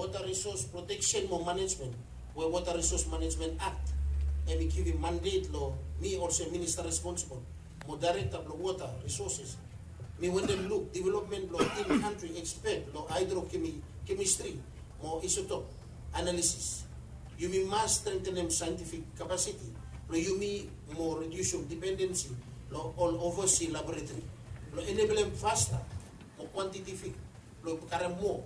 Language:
Bislama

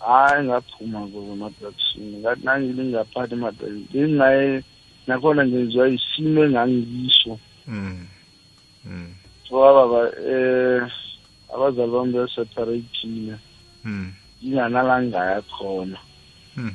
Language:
South Ndebele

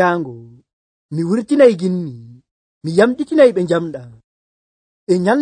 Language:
Nigerian Fulfulde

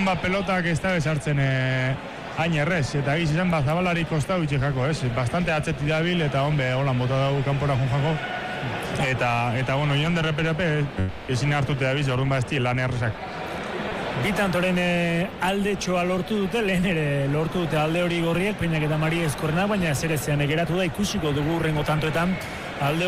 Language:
Basque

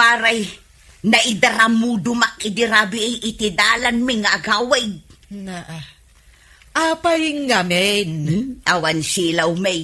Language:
Iloko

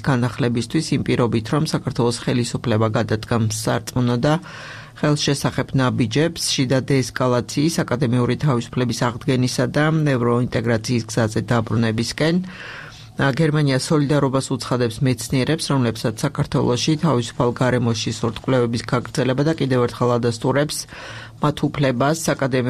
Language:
Georgian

